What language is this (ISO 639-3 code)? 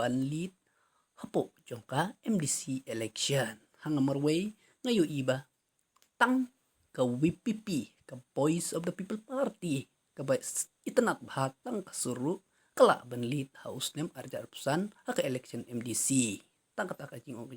kha